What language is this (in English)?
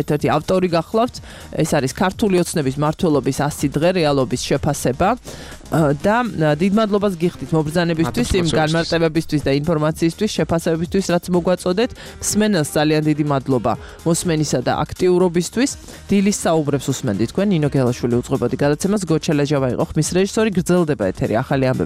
Georgian